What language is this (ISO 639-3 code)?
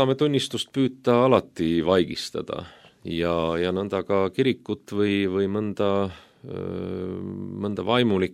est